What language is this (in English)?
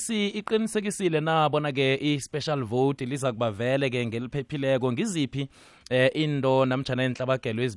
South Ndebele